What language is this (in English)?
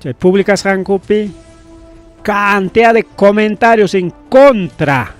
Ayacucho Quechua